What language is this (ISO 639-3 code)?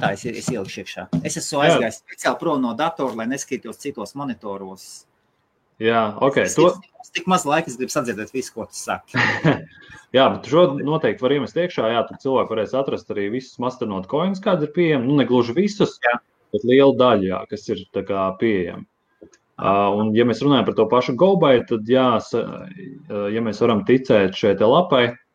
lav